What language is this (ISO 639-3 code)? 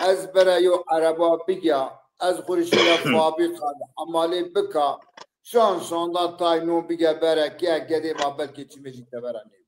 zza